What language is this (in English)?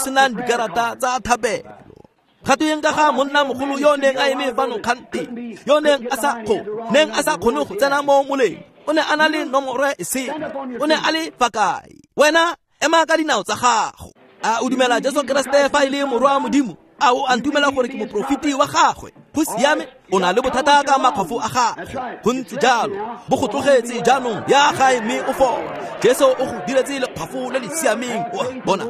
Tswana